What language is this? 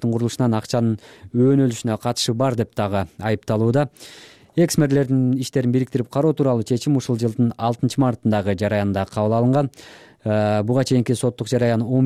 Kyrgyz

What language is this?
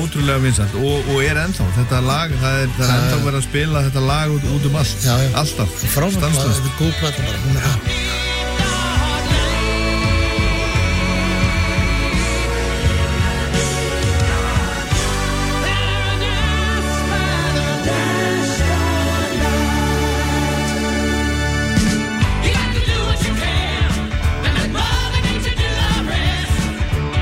Icelandic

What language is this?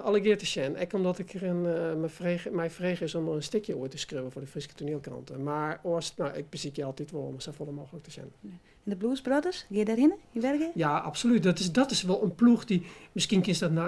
Western Frisian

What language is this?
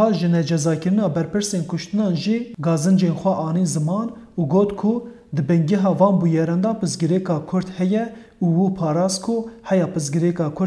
Kurdish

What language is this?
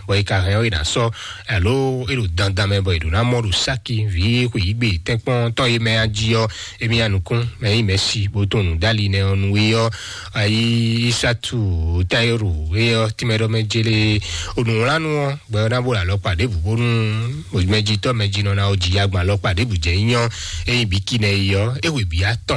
Fon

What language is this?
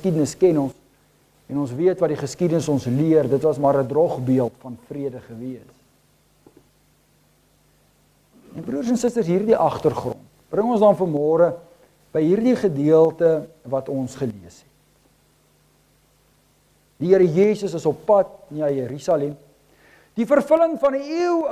Afrikaans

